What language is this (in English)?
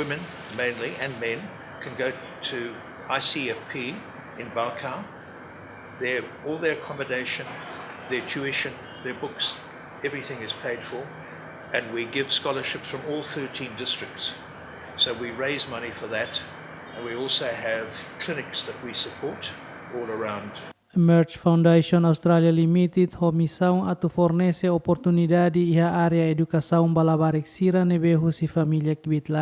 Tetum